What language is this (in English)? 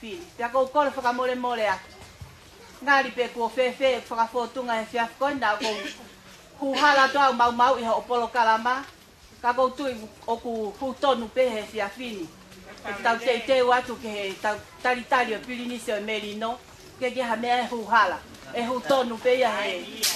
Tongan